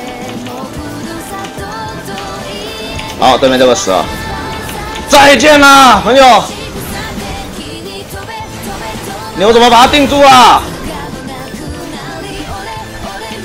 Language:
Chinese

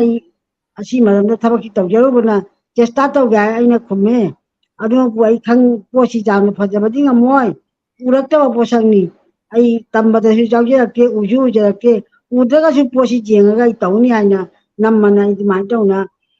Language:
Manipuri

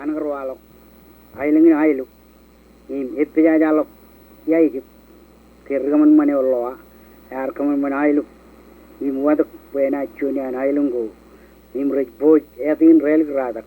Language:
Marshallese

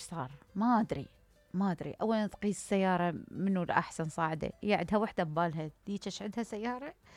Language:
Mesopotamian Arabic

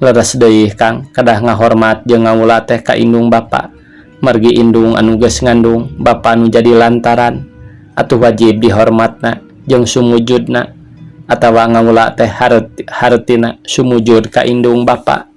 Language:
Sundanese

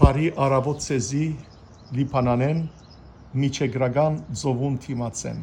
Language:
Western Armenian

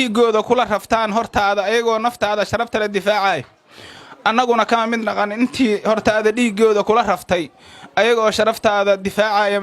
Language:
Somali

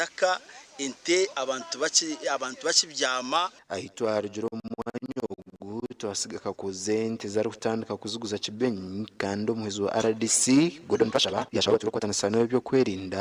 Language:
Nyankole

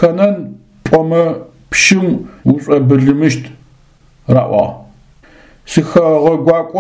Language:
Adyghe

